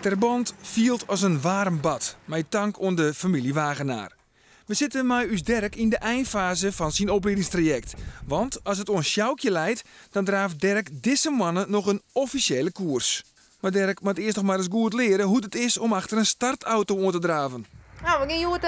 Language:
Western Frisian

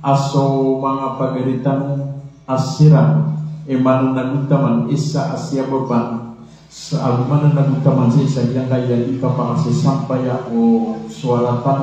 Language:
Maranao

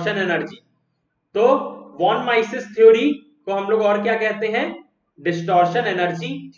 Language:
Hindi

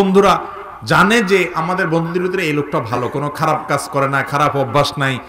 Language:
Bangla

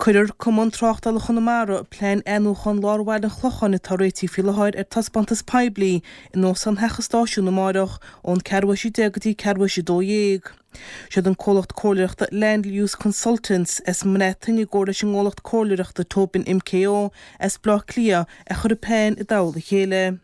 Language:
Irish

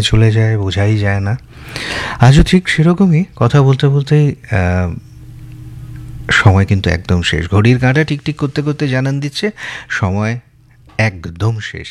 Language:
Bangla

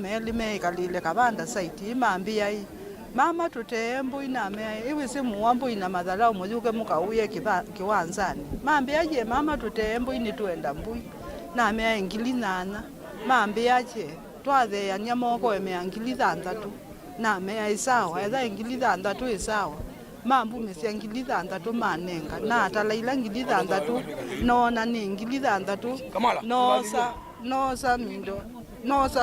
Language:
Kamba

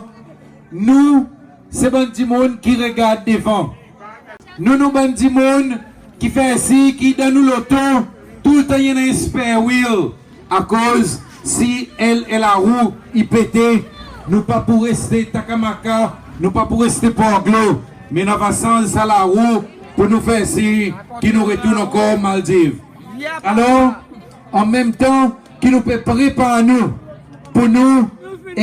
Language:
Seselwa Creole French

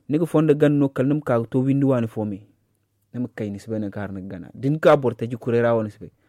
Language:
Zarma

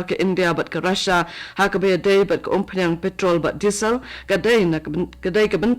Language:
Khasi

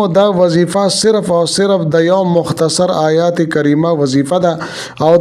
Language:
Pashto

